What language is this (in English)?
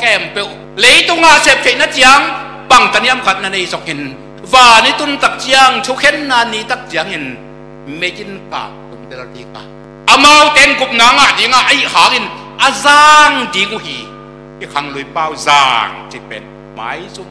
Tedim Chin